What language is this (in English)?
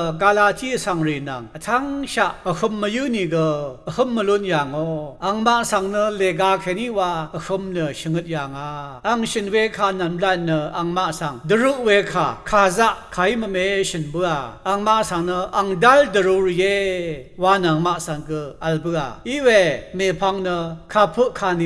Rawang